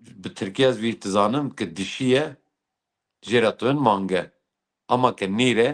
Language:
Kurdish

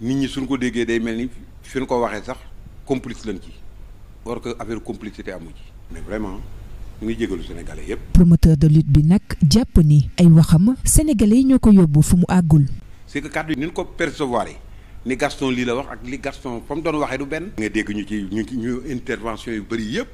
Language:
Wolof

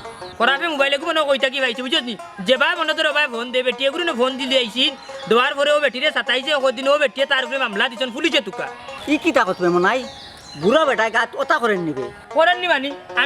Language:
Sylheti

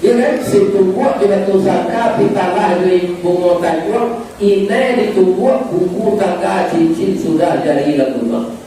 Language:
Minangkabau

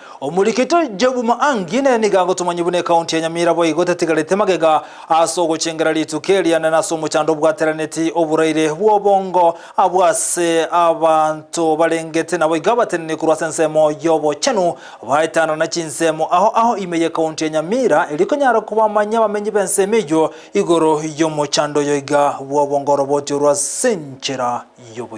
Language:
Gusii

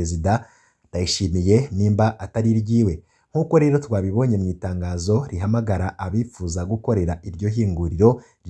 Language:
Rundi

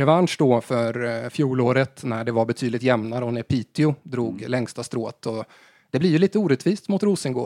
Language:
Swedish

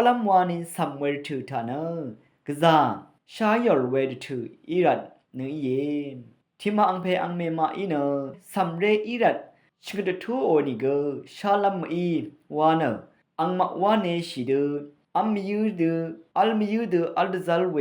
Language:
Rawang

